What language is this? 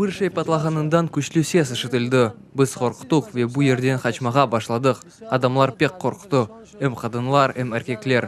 Crimean Tatar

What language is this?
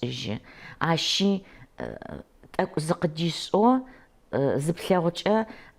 Adyghe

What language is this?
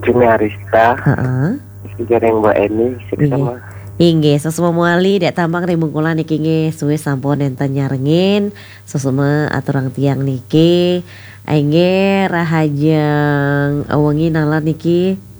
Balinese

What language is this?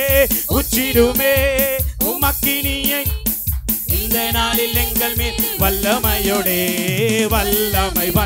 Tamil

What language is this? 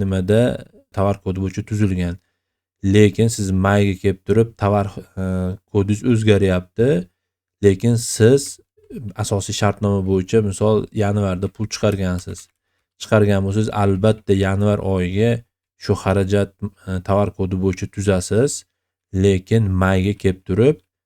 Uzbek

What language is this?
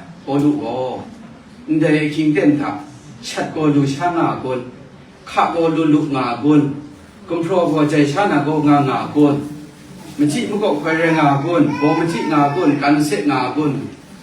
Kachin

